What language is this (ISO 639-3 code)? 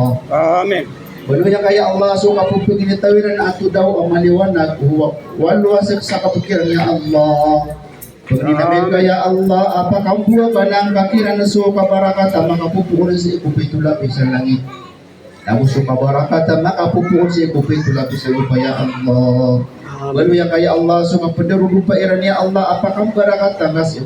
mrw